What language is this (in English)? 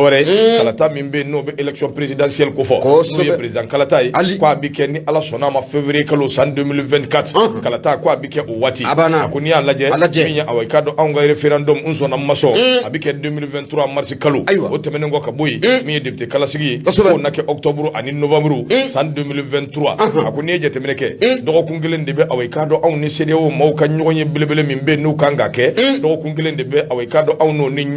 Bambara